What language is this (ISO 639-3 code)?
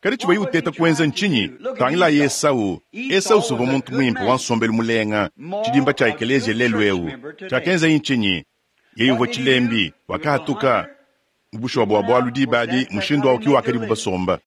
lua